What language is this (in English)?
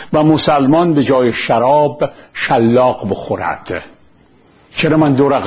Persian